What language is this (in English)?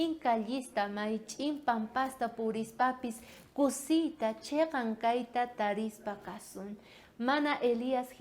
South Bolivian Quechua